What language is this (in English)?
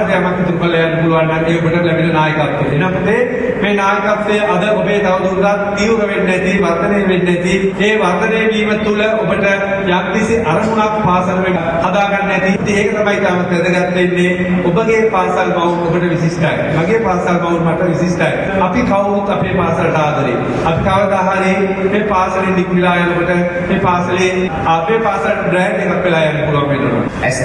Sinhala